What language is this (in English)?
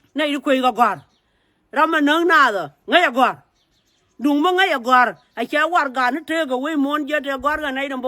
Nuer